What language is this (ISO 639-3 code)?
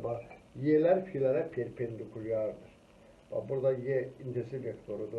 aze